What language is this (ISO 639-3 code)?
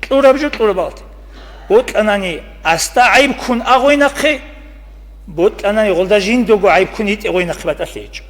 ava